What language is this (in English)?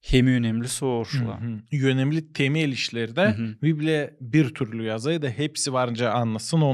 Gagauz